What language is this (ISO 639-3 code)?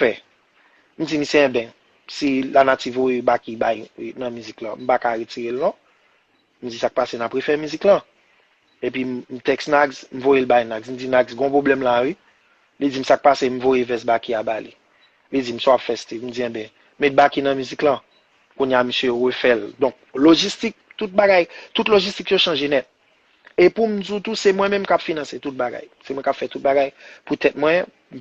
hat